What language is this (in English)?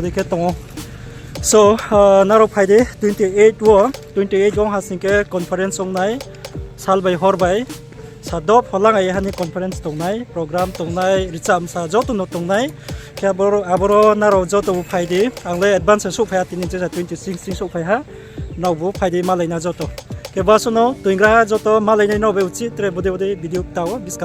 Riang (India)